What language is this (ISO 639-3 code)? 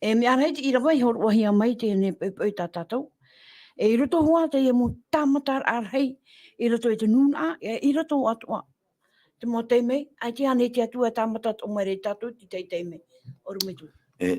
tah